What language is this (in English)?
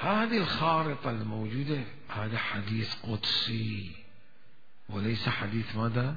Mesopotamian Arabic